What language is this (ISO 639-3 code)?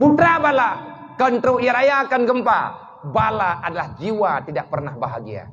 ace